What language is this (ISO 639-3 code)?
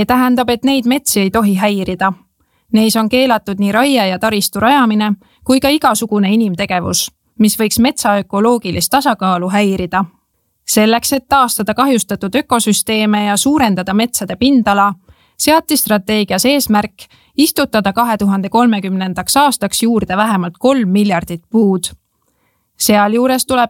est